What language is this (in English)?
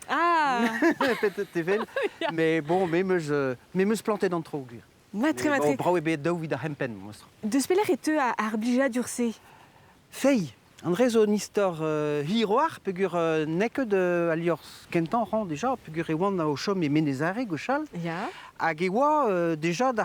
Breton